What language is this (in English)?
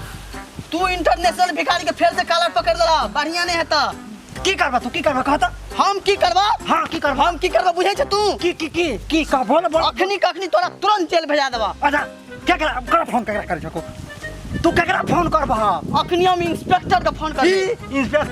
Maithili